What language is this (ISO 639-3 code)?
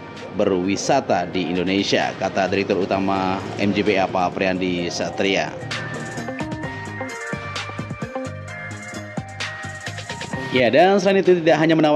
ind